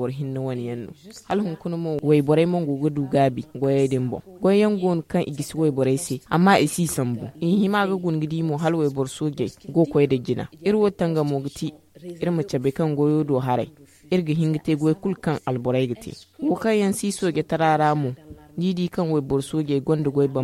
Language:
Zarma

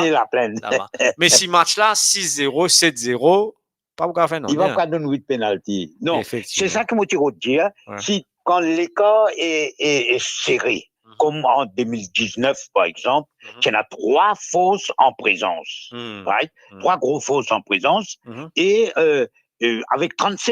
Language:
Morisyen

